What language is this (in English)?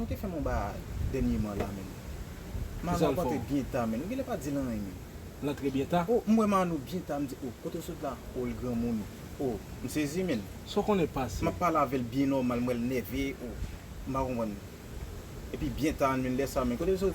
Haitian Creole